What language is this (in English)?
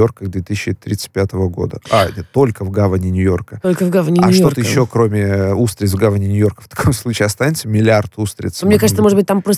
Russian